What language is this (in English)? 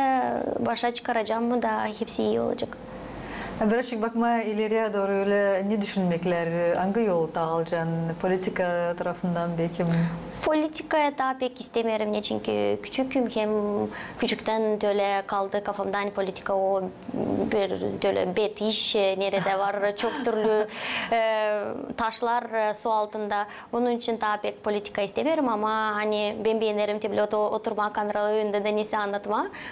Gagauz